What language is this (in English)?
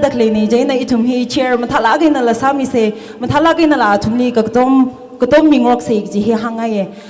Tangkhul Naga (India)